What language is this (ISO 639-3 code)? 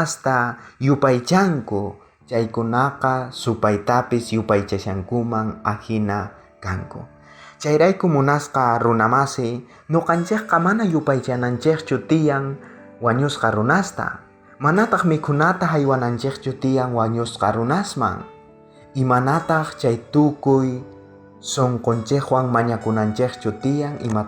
quh